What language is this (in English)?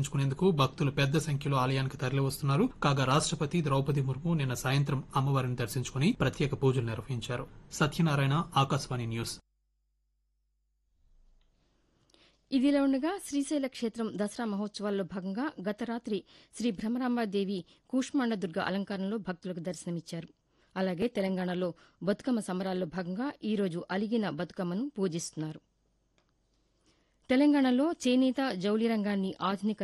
Telugu